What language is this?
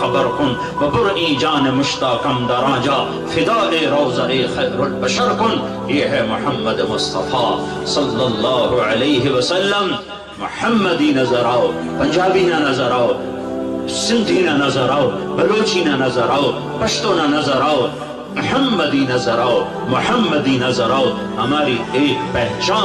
Urdu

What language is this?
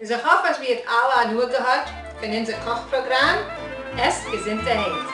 Yiddish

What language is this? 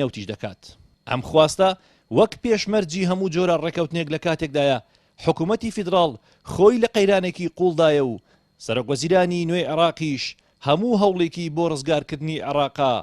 Central Kurdish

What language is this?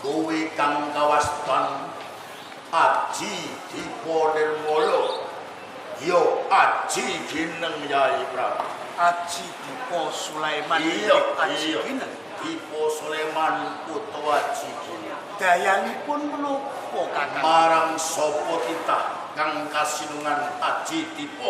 Javanese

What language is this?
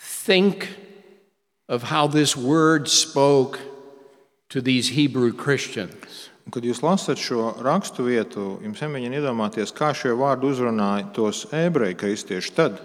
Latvian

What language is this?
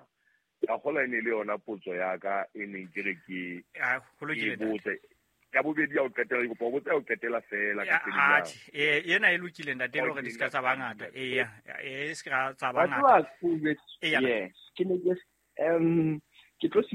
Southern Sotho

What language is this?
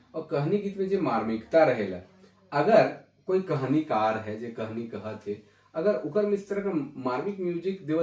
Sadri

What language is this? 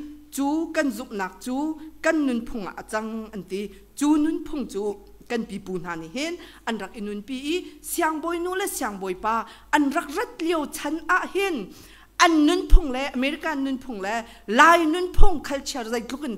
Hakha Chin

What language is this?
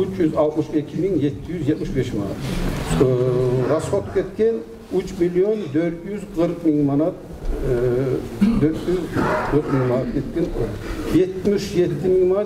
Kumyk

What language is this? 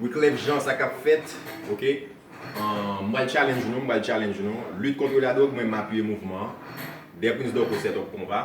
Haitian Creole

